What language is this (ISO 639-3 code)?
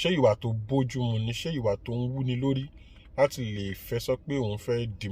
yor